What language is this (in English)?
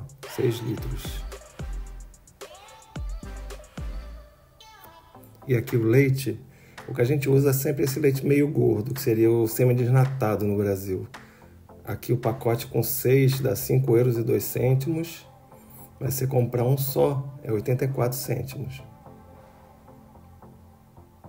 Portuguese